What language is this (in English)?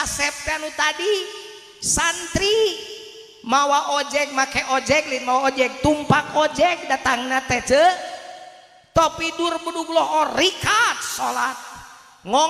Sundanese